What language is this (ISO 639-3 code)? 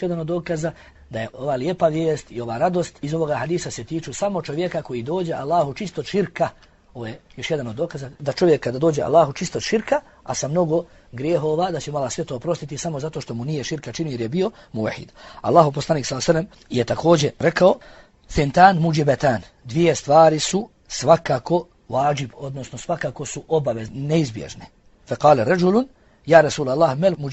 bos